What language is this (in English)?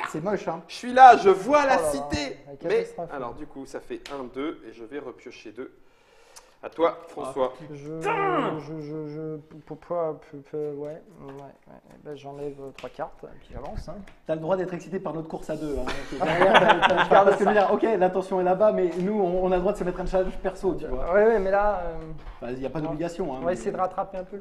French